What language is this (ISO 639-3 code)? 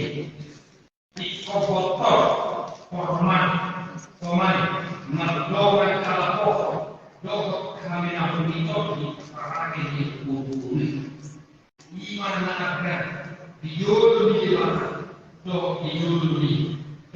bbc